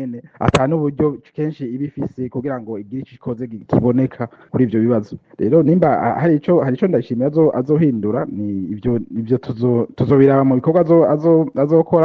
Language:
Rundi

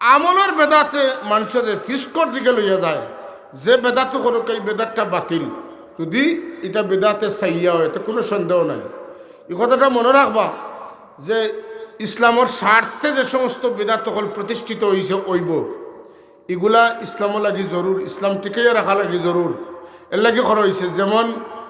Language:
Sylheti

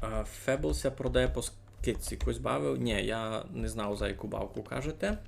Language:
Rusyn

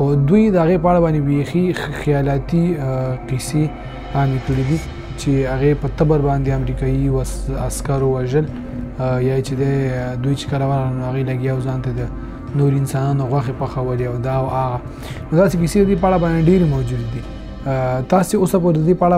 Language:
Pashto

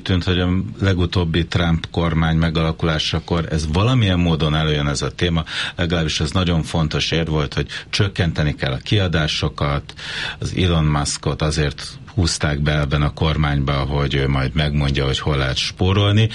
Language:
Hungarian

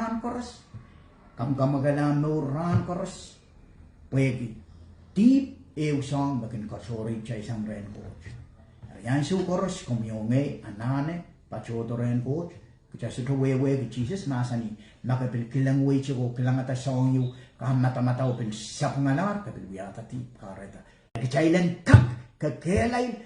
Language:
Pohnpeian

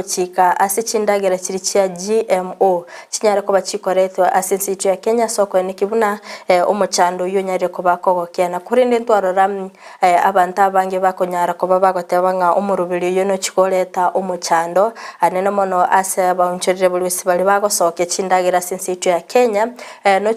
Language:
Gusii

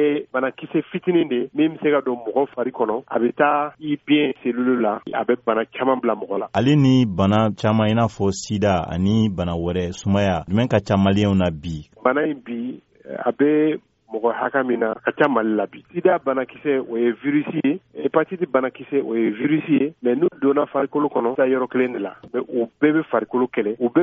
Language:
Bambara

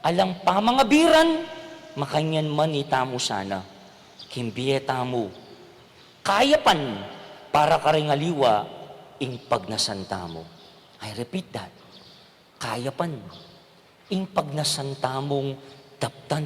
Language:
Pampanga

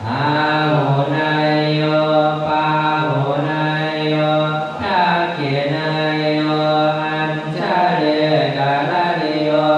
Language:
Pali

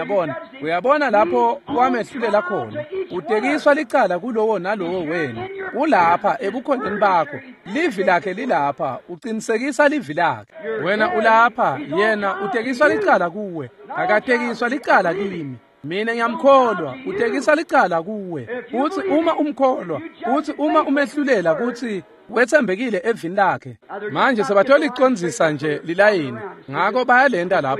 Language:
Swati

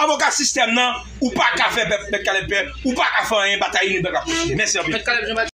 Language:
Haitian Creole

